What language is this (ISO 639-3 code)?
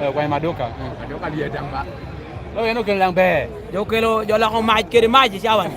laj